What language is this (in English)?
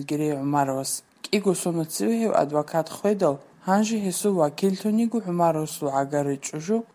Avaric